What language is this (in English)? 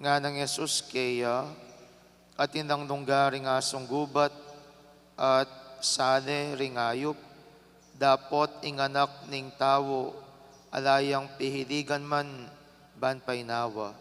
Pampanga